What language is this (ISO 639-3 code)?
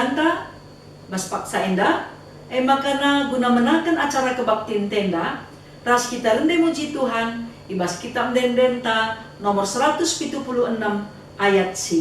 btx